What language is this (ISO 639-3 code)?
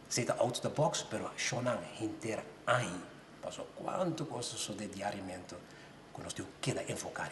pap